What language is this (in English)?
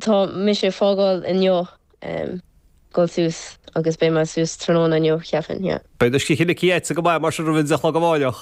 Irish